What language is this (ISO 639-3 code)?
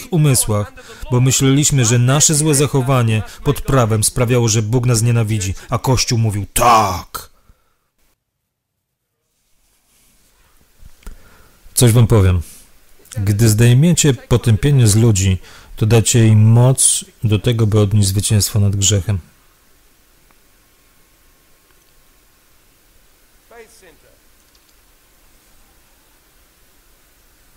pol